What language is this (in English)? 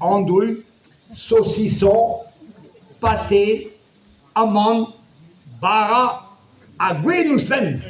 Breton